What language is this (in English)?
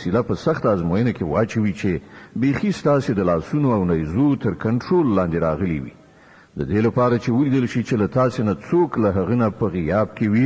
Pashto